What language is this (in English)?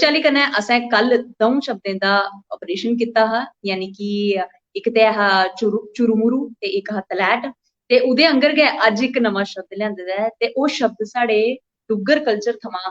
Dogri